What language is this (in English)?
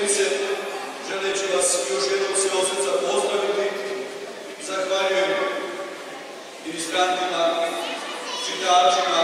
Croatian